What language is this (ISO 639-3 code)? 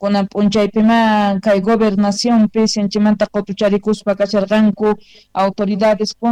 que